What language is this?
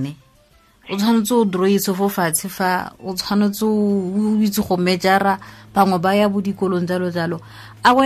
Tswana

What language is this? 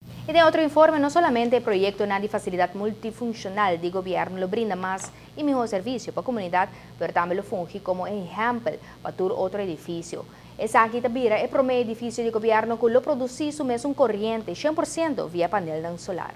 Papiamento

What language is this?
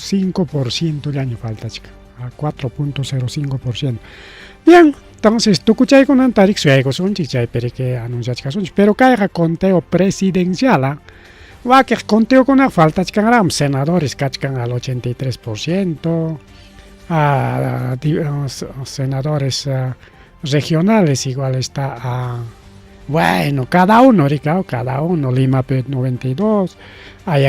Ayacucho Quechua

